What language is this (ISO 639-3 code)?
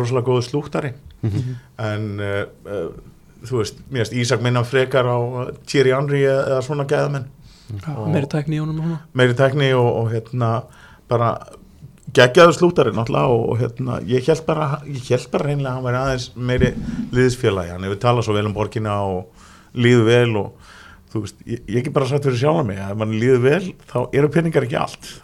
isl